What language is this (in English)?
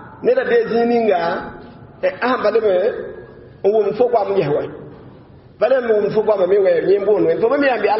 Mossi